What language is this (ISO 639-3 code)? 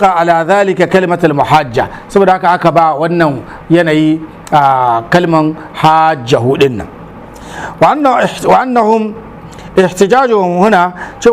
hau